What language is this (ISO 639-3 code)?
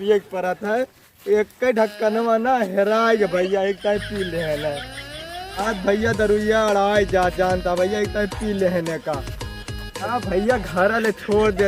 awa